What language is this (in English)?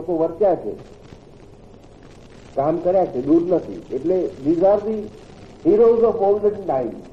Gujarati